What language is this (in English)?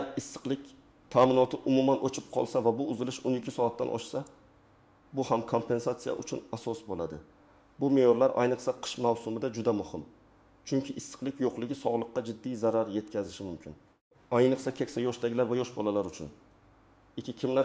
Uzbek